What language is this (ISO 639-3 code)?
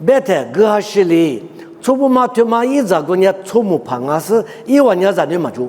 lis